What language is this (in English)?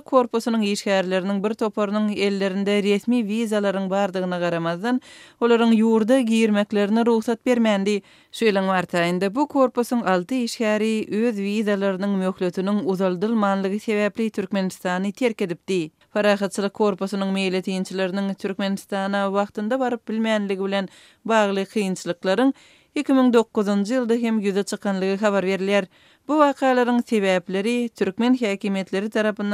Turkmen